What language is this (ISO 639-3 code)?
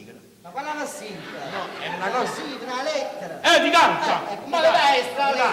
nap